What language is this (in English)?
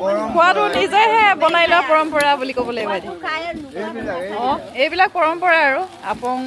Assamese